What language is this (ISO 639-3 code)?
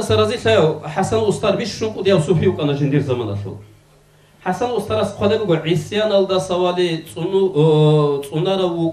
ava